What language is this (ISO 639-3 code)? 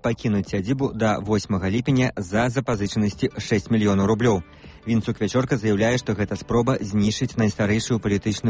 bel